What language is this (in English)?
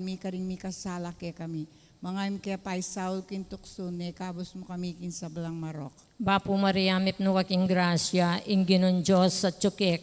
Pampanga